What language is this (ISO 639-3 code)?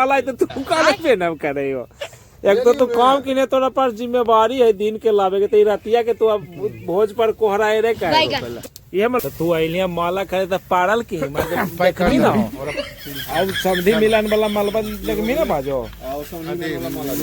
mag